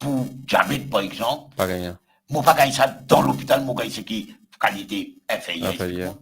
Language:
Morisyen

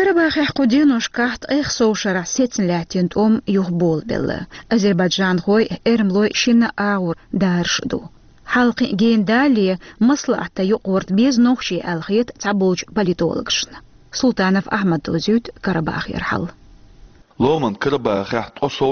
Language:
Chechen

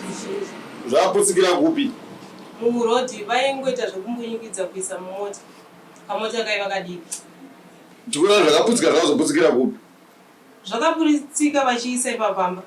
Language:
Shona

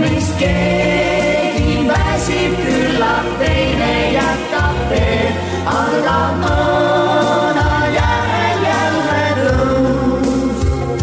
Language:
Estonian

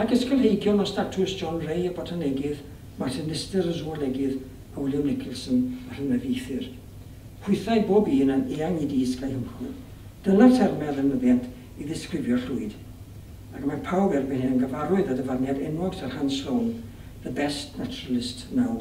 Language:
Welsh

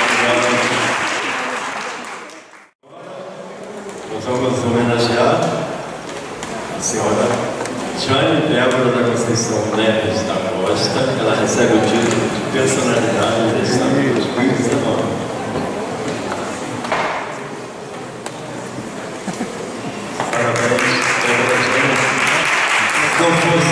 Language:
Portuguese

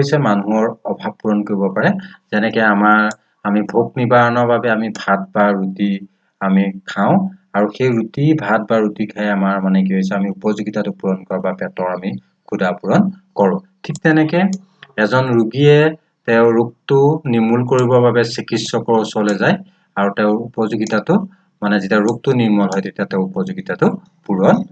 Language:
Assamese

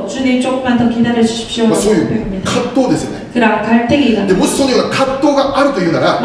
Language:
Korean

